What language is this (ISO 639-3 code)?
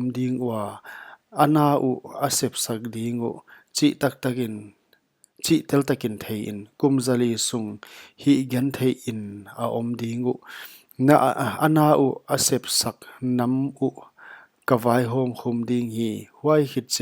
pck